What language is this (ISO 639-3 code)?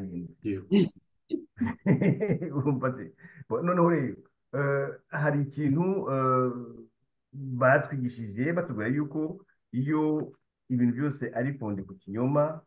kin